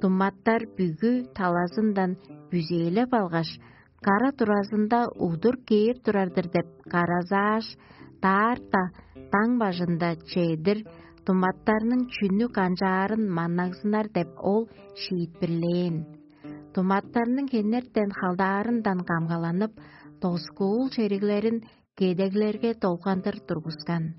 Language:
Tuvinian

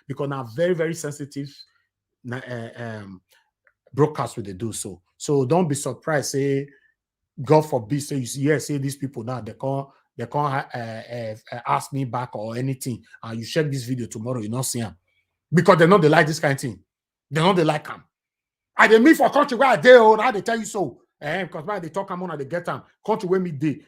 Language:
Nigerian Pidgin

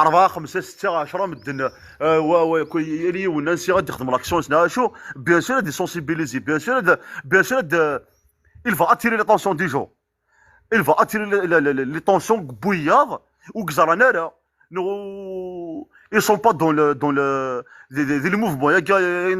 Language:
Kabyle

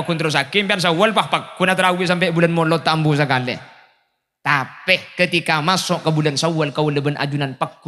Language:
Madurese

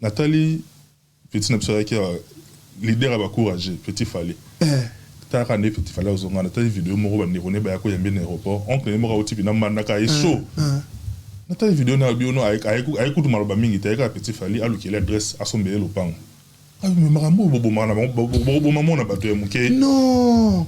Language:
Lingala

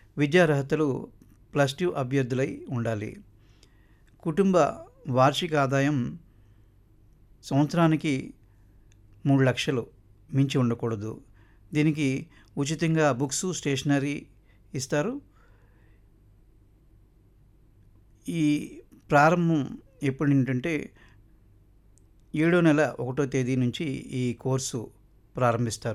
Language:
Telugu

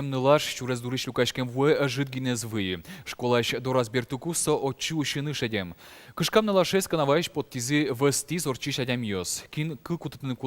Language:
Udmurt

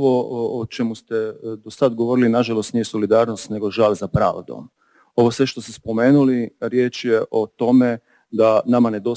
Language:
Croatian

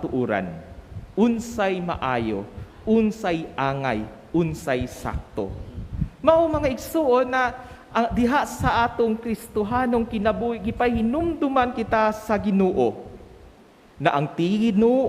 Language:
Cebuano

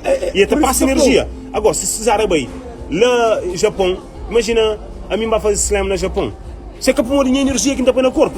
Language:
Kabuverdianu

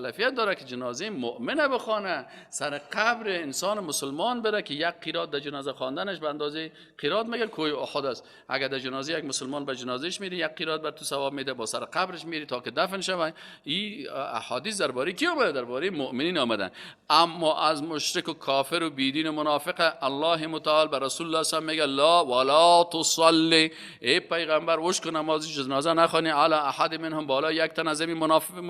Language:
Persian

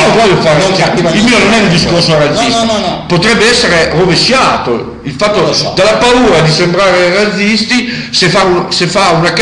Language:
Italian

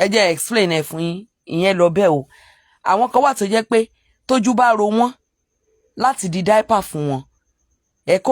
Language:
Yoruba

